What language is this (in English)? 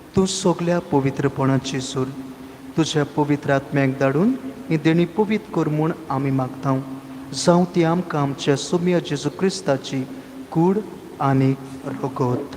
Konkani